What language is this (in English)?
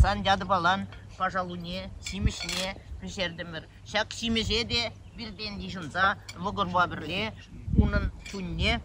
Chuvash